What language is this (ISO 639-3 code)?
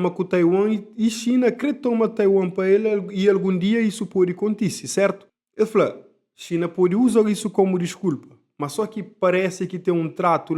kea